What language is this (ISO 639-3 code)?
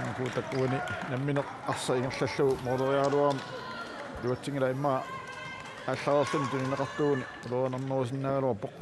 kal